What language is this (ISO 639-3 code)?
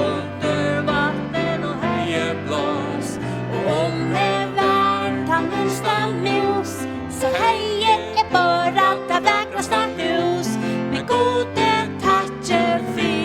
fao